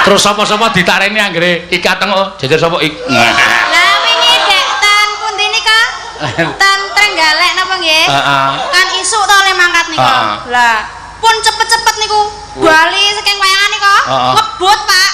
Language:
Javanese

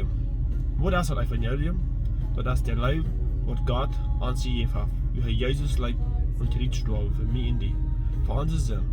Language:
Plautdietsch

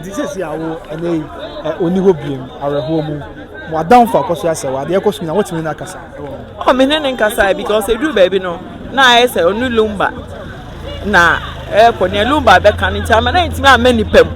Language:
Akan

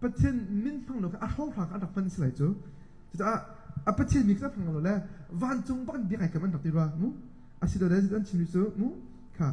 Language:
Hakha Chin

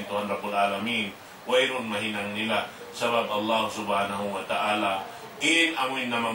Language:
Tausug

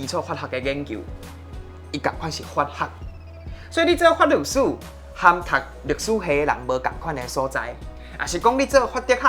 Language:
Min Nan Chinese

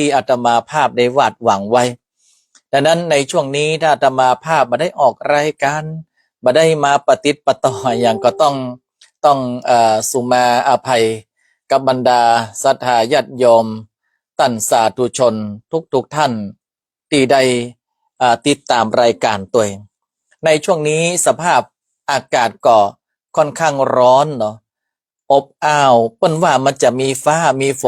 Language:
Northern Thai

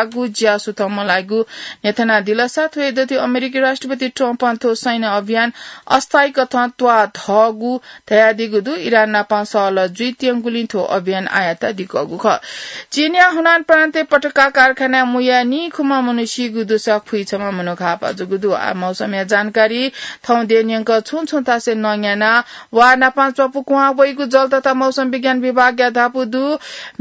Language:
Newari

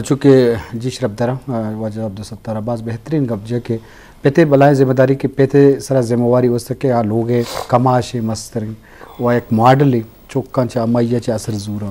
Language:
Eastern Balochi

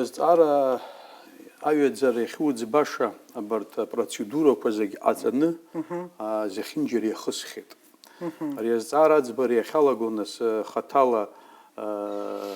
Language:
Abkhazian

